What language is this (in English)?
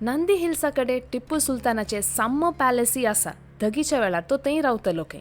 Konkani